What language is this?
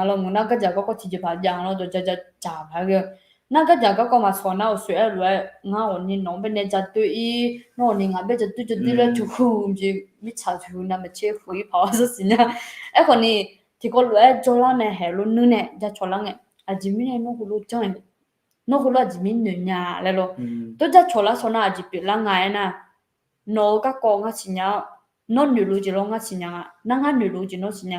Akha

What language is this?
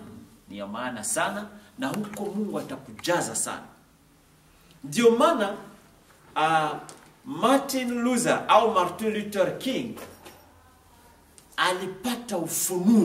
Swahili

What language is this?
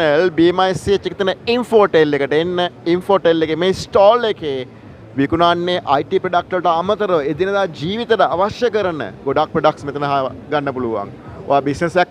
Sinhala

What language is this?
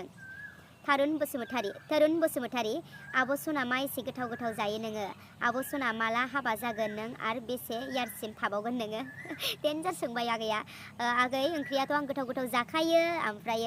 Bodo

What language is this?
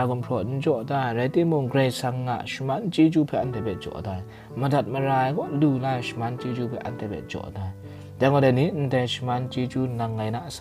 Kachin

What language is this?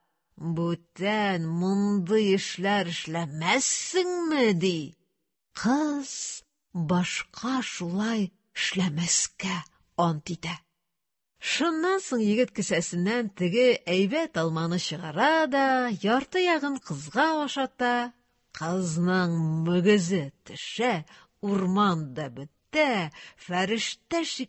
Tatar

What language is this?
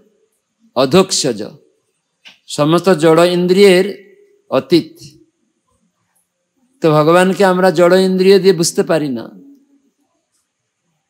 Bangla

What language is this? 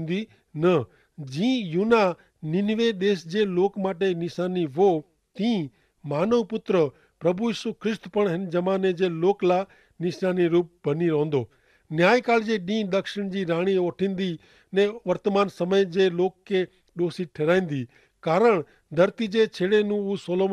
Kachhi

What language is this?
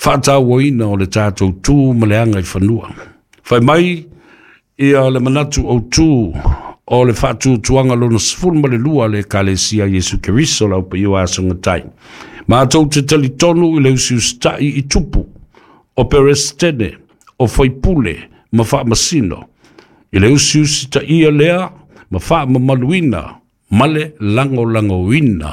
Samoan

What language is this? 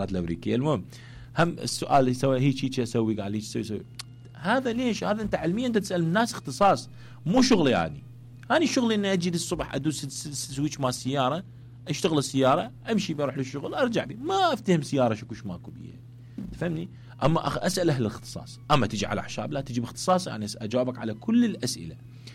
Mesopotamian Arabic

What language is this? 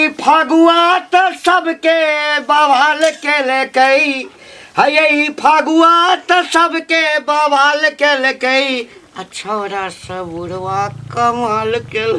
Maithili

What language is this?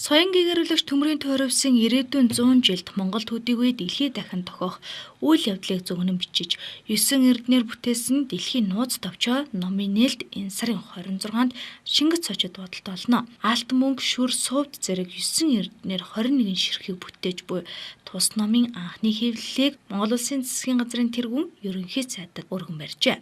Mongolian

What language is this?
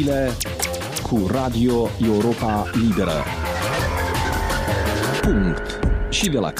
Romanian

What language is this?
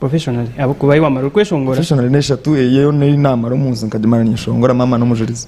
Nyankole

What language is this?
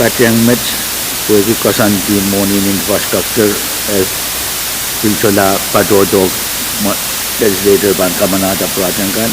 Pohnpeian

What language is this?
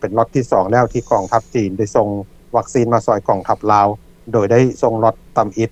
Lao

